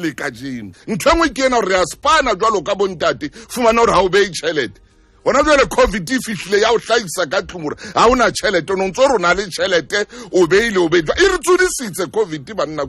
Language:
Southern Sotho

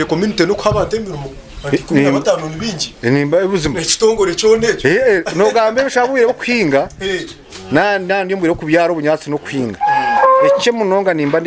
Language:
Nyankole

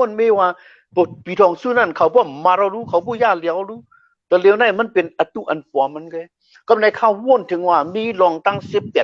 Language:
Shan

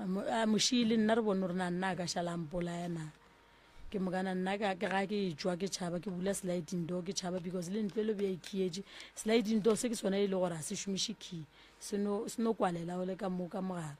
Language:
Northern Sotho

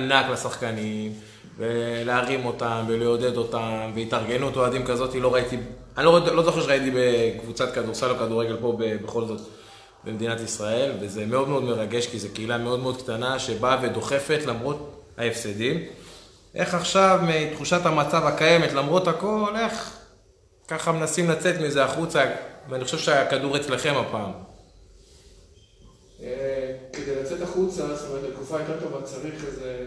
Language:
Hebrew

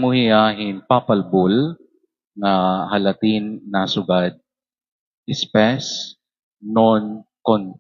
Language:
Waray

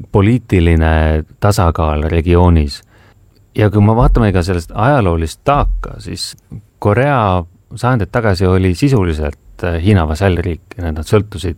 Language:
Estonian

